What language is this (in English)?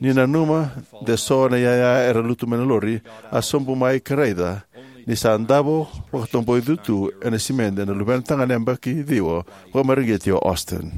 Fijian